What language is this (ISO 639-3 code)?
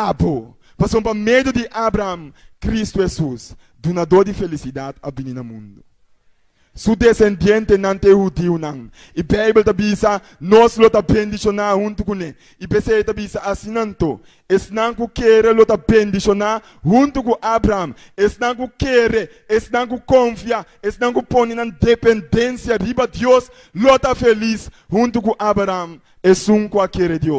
pap